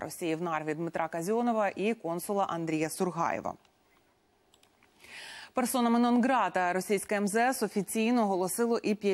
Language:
Ukrainian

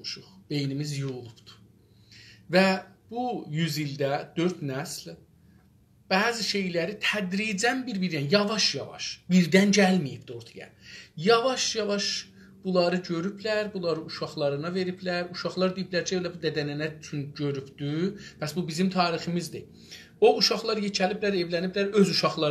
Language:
South Azerbaijani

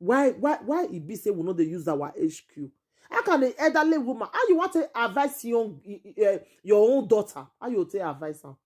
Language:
Nigerian Pidgin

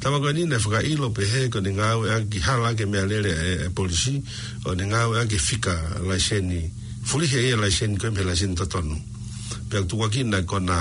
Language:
Tongan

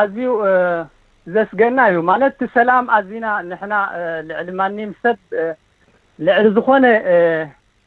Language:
Tigrinya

